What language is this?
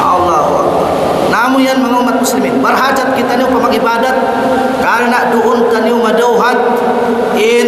Tausug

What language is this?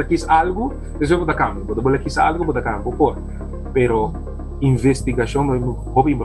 Papiamento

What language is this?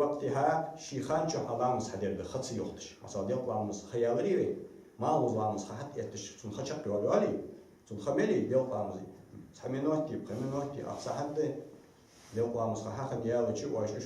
Ingush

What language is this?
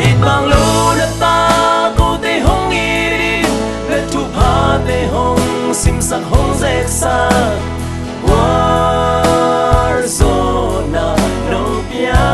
Tedim Chin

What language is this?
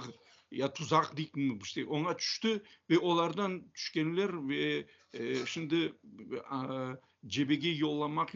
Crimean Tatar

